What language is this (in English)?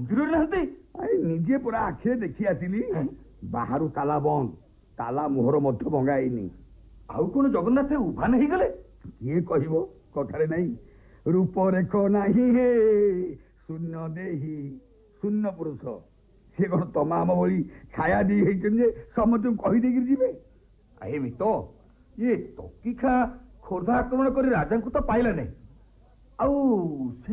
Odia